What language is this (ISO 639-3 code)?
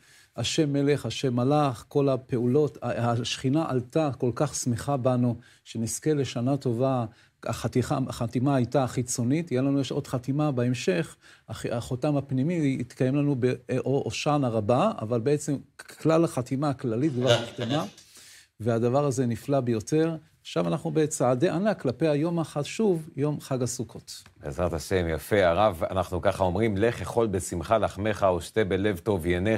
heb